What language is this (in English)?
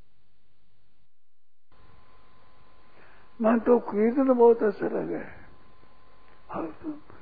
Hindi